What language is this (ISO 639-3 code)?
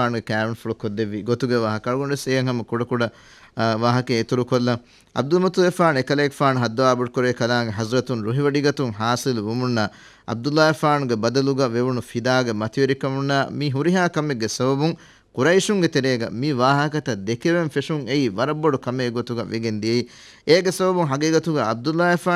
div